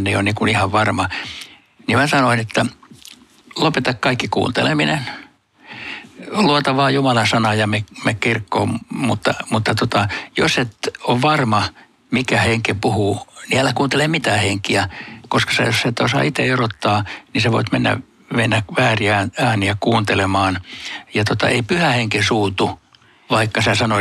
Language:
Finnish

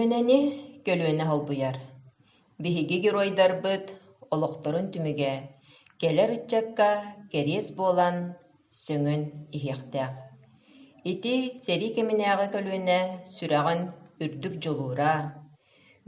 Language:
Yakut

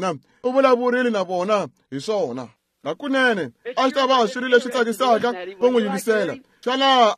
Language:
Tsonga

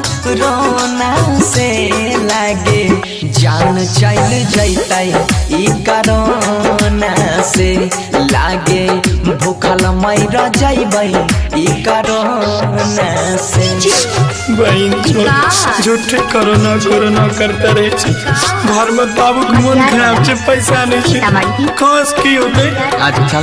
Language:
Maithili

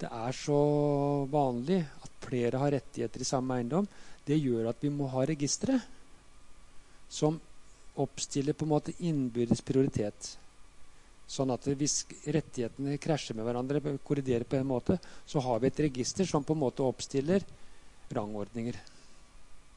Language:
Norwegian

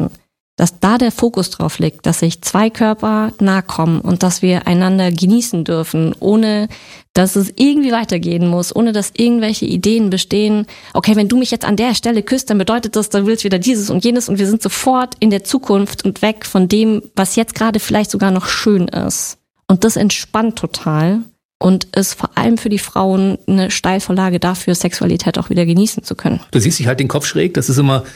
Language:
German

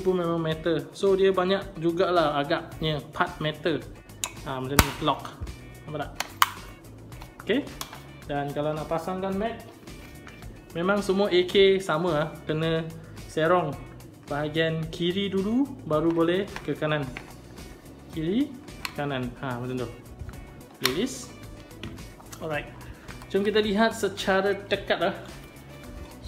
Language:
Malay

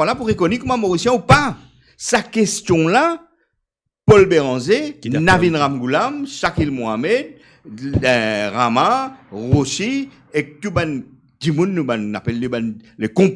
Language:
Morisyen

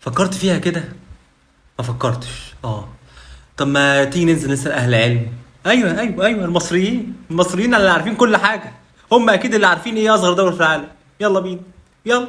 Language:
Egyptian Arabic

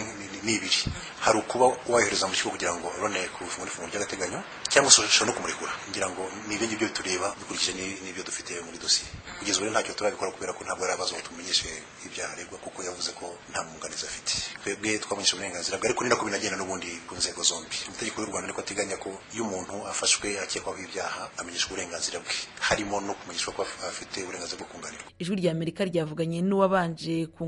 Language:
Kinyarwanda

